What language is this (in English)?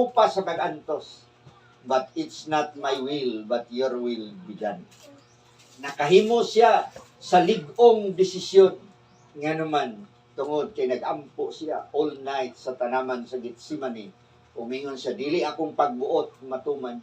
Cebuano